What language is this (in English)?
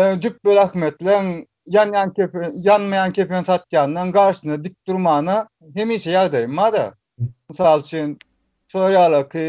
Turkmen